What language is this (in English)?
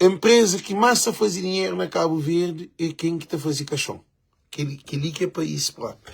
Kabuverdianu